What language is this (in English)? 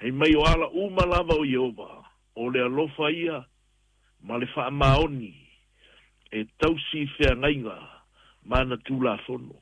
Samoan